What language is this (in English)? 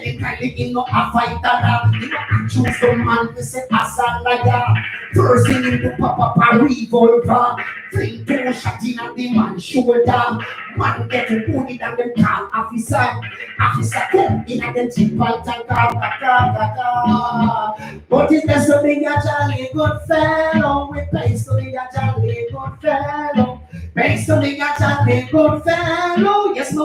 Jamaican Creole English